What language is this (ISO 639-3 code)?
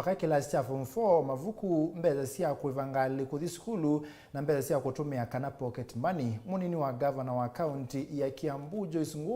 kam